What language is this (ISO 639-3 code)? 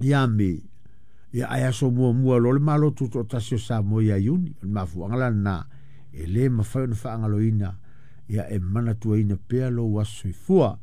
smo